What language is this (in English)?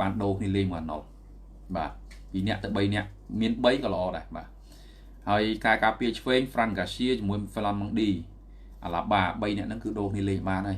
Khmer